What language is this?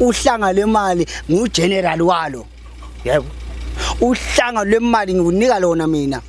Zulu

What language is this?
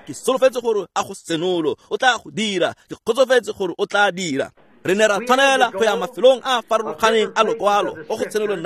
Tswana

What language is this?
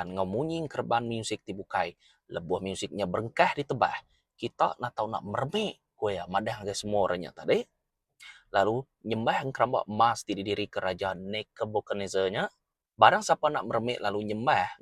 Iban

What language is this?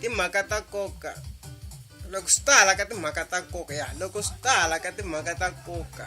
Tsonga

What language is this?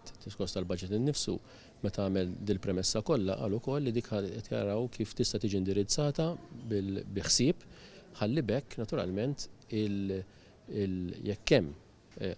Maltese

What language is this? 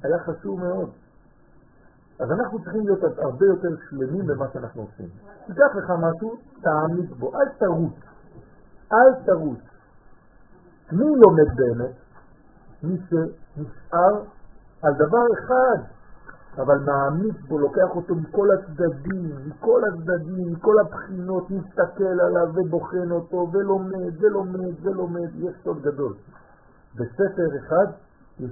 Hebrew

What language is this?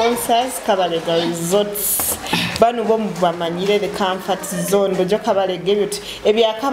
Tooro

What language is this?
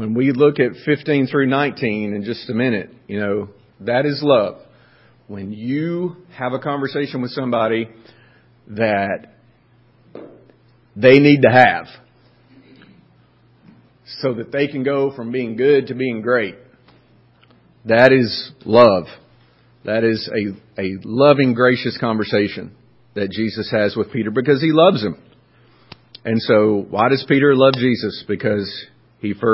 English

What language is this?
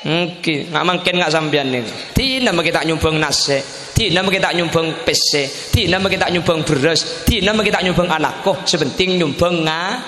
Madurese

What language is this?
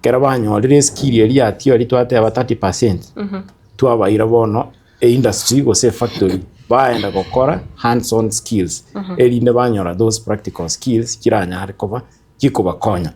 Gusii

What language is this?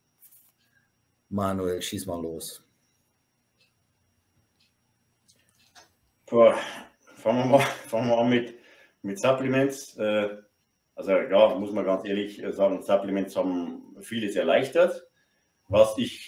German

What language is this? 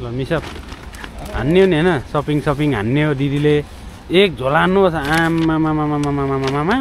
Nepali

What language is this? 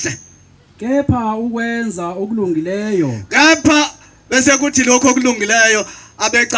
Zulu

